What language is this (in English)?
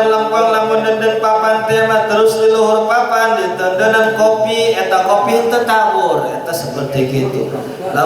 Sundanese